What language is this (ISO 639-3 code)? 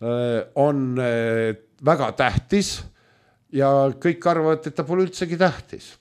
est